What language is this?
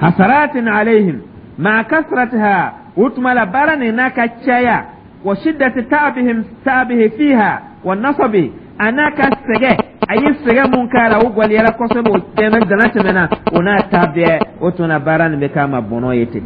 Dyula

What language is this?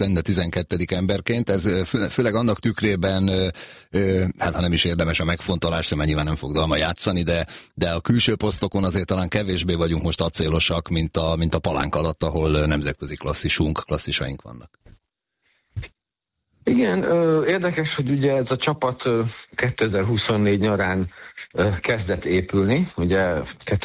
Hungarian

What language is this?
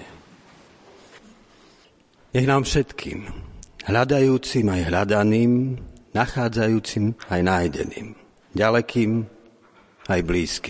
Slovak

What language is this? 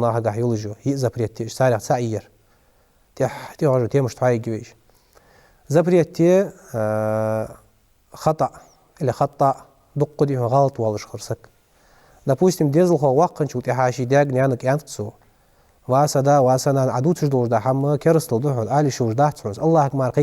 Ingush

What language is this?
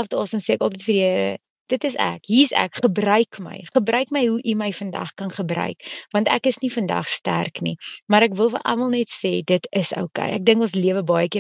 Afrikaans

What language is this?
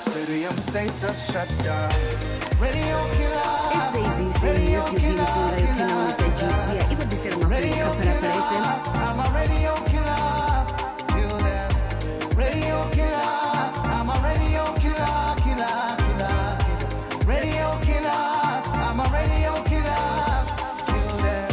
Venda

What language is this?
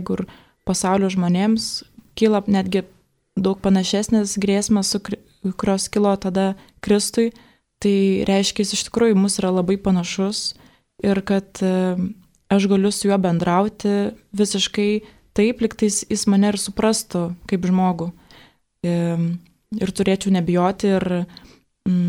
Lithuanian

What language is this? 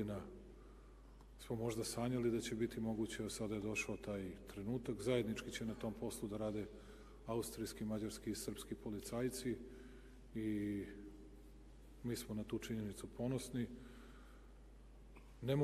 Serbian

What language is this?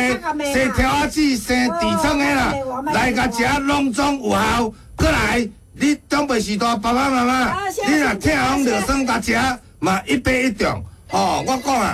Min Nan Chinese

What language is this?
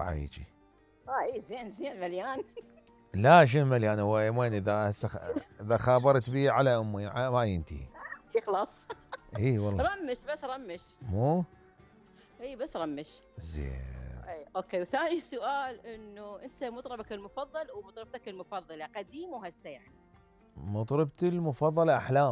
Mesopotamian Arabic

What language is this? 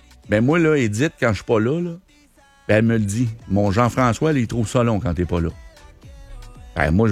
French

